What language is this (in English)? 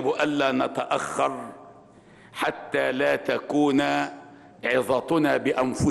Arabic